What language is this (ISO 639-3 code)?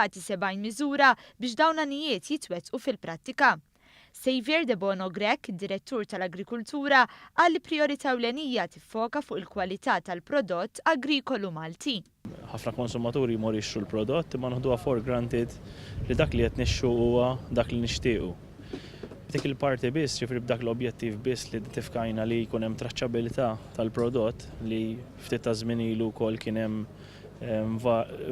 mlt